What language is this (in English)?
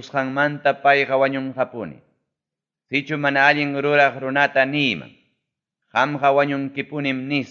Ayacucho Quechua